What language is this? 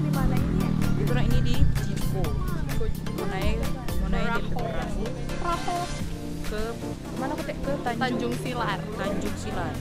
Manado Malay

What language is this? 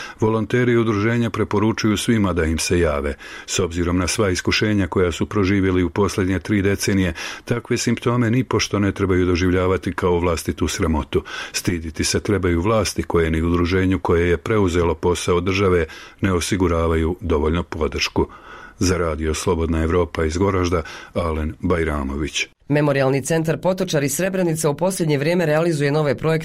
Bosnian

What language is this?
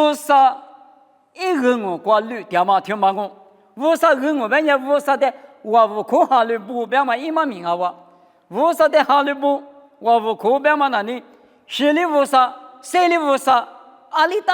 Lisu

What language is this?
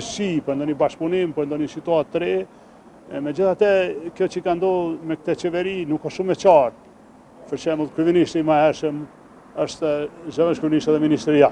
Albanian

